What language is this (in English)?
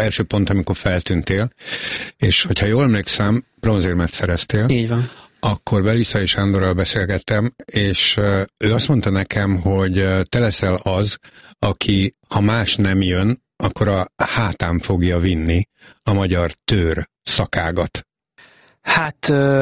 Hungarian